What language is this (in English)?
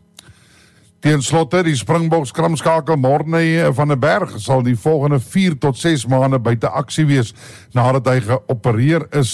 Afrikaans